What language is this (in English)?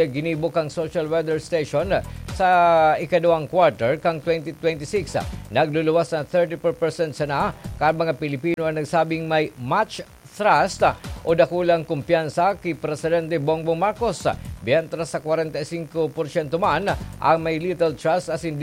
Bikol